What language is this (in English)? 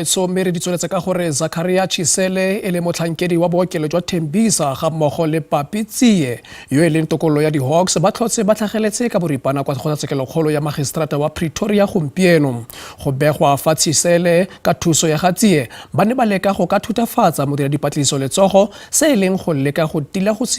Tswana